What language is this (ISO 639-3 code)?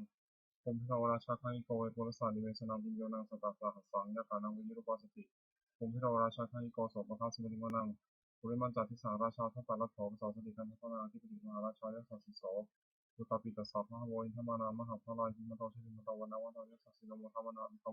pli